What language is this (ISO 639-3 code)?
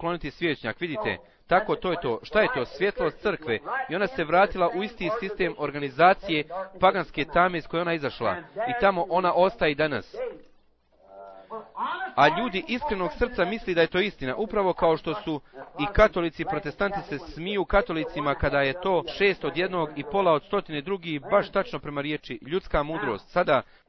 bos